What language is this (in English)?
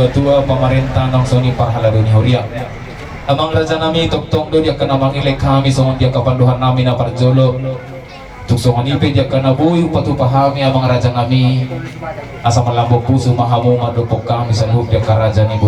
Batak Toba